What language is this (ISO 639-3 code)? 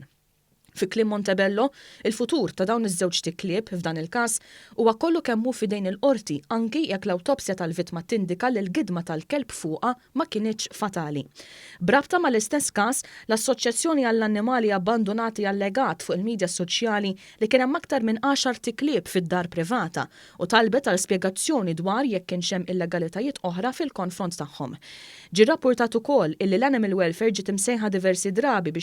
mlt